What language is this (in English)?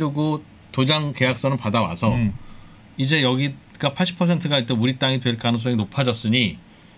Korean